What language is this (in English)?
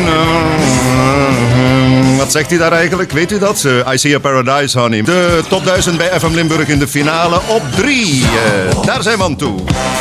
Dutch